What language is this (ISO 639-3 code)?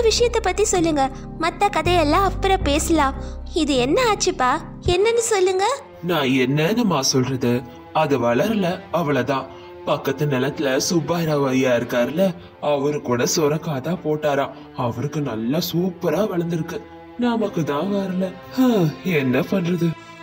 tam